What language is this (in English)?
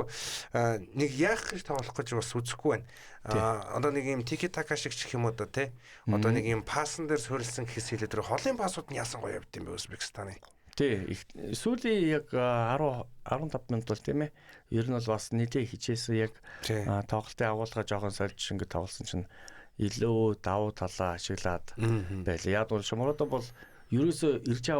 Mongolian